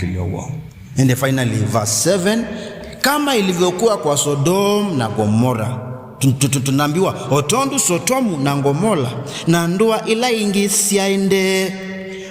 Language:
Kamba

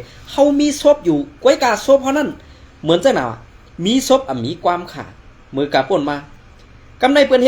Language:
Shan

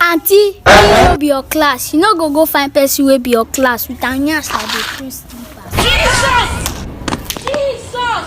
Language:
Nigerian Pidgin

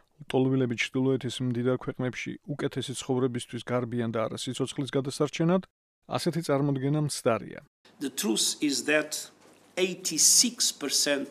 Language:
Georgian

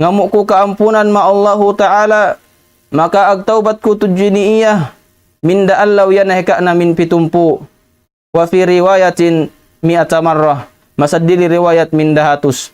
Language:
Tausug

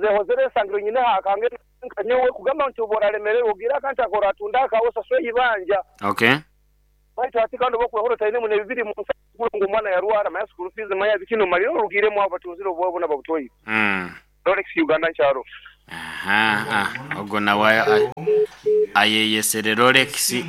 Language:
Nyoro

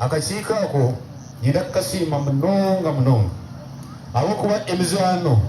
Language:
Nyankole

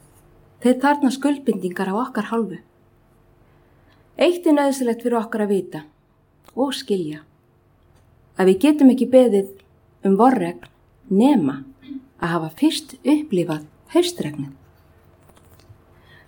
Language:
Icelandic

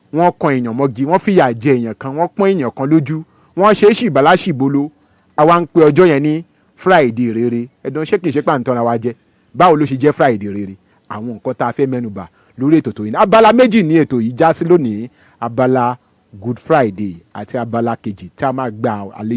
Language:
Yoruba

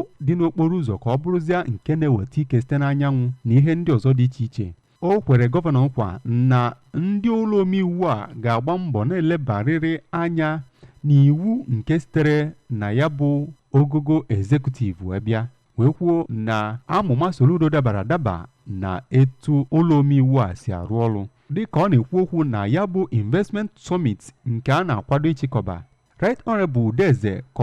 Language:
Igbo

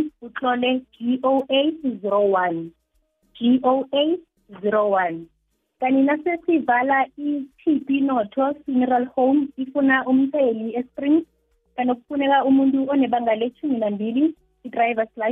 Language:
South Ndebele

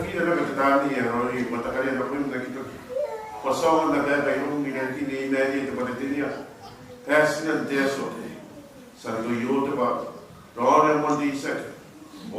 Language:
Gilbertese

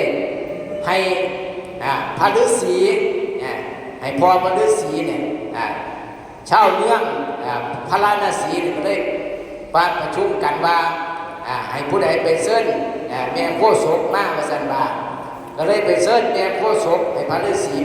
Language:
Northeastern Thai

